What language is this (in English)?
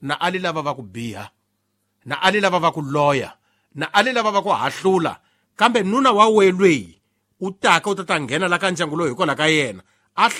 Tsonga